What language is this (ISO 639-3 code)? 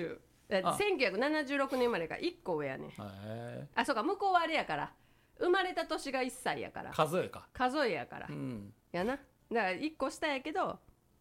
jpn